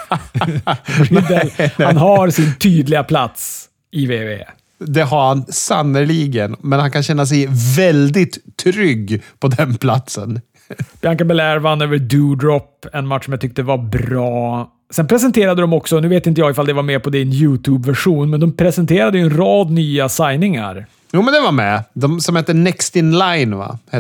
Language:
Swedish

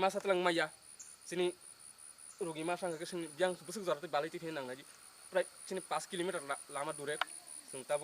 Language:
Kok Borok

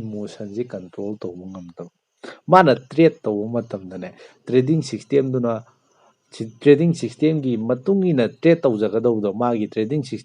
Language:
Manipuri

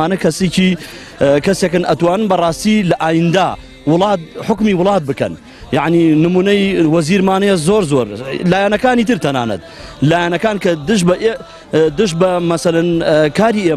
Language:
Central Kurdish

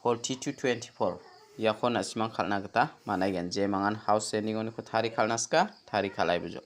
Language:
Garo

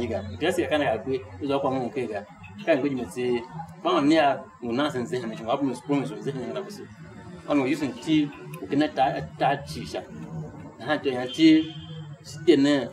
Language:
Tiv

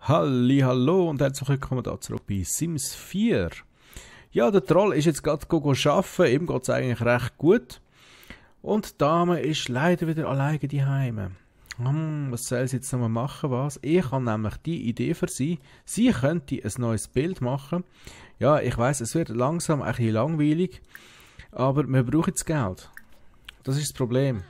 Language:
Swiss German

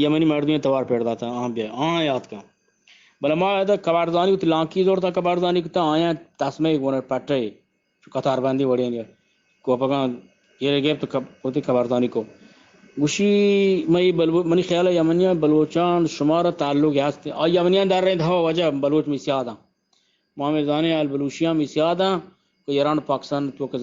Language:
Eastern Balochi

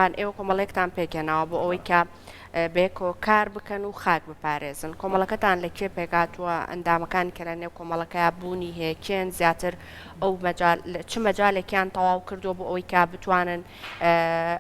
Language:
Central Kurdish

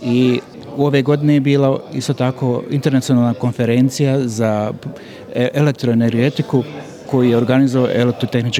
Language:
Bosnian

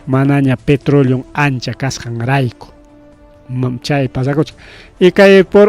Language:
Ayacucho Quechua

